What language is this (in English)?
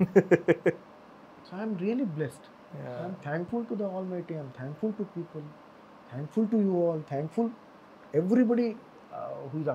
Kannada